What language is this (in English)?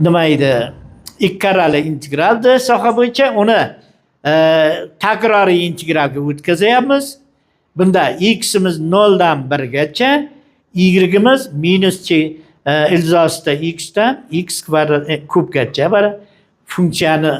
Uzbek